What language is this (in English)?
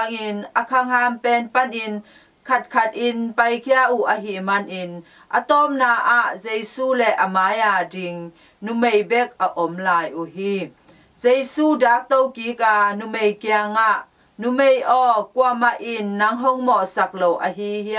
Tedim Chin